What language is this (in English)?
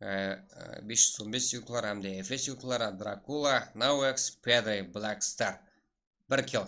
Kara-Kalpak